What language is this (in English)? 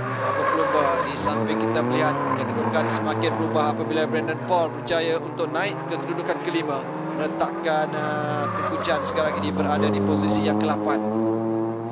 Malay